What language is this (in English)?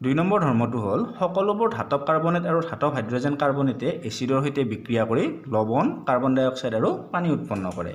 Assamese